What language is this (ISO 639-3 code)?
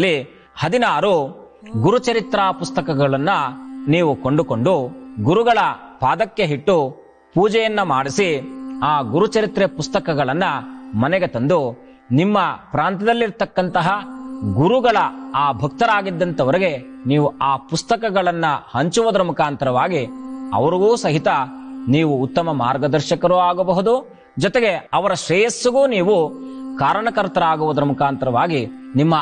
kan